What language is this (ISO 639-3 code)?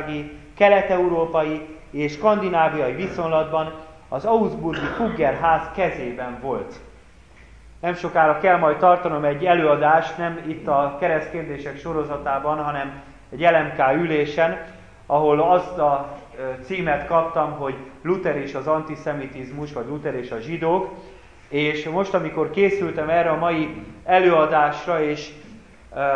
hun